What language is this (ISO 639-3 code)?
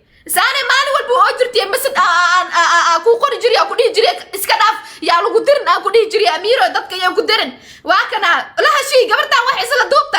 som